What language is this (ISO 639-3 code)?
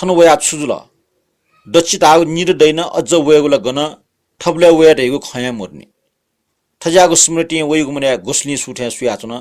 new